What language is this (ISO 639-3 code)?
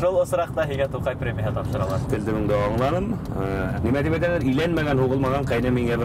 bak